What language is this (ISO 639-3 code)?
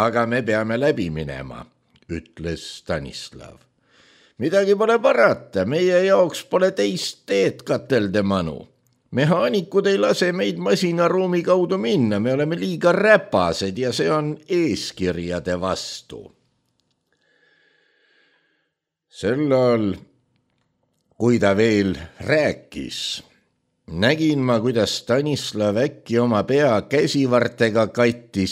est